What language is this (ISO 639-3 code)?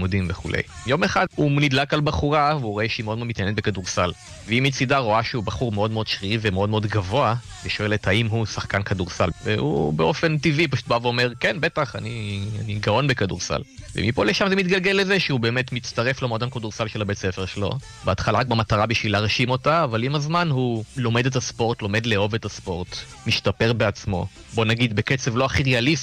heb